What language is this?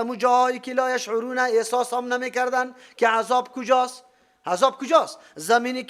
Persian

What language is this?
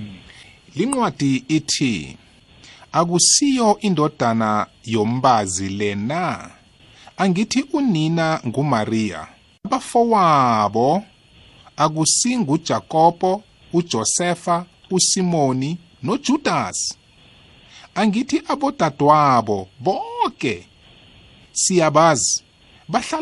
South Ndebele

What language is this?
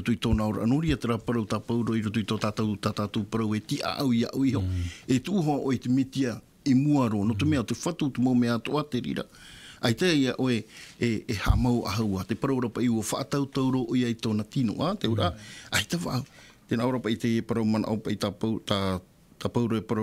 Tahitian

